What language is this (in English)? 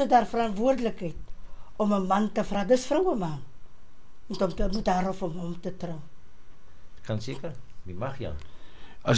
Afrikaans